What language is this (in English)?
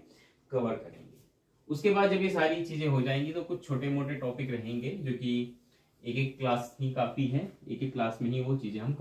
Hindi